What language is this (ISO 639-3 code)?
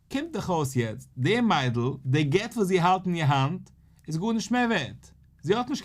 yid